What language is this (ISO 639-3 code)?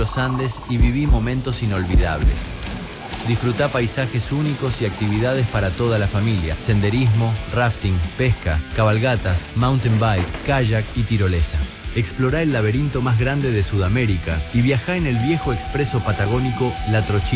spa